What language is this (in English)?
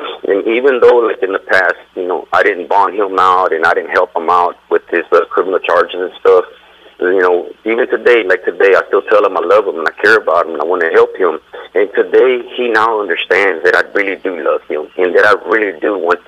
English